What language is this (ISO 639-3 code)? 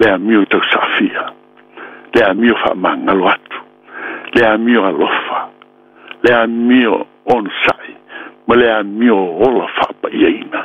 smo